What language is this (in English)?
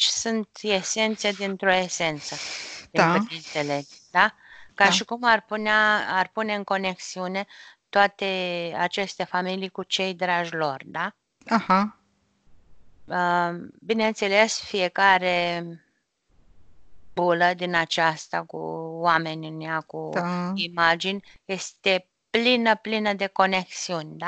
Romanian